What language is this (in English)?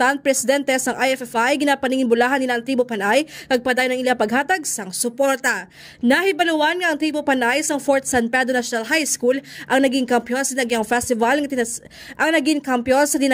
Hiligaynon